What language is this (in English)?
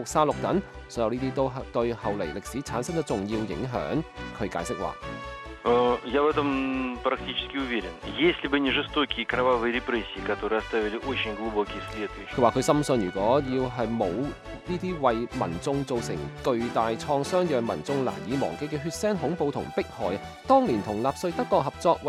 Cantonese